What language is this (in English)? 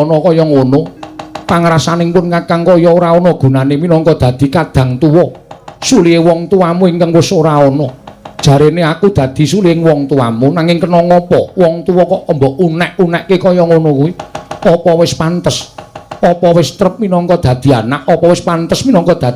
Javanese